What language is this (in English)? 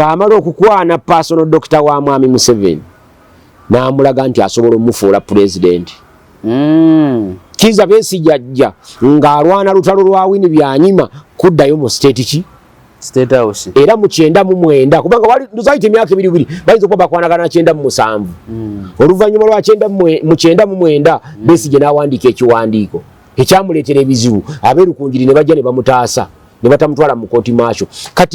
Ganda